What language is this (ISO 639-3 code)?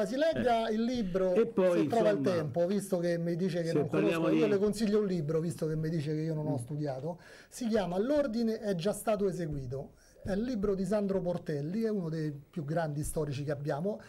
ita